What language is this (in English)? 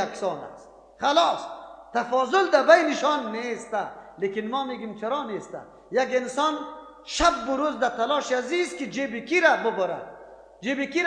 Persian